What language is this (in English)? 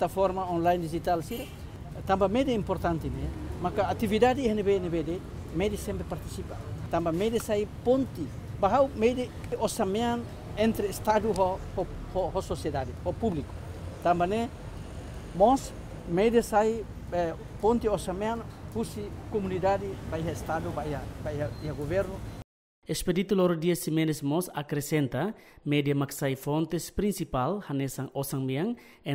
Tetum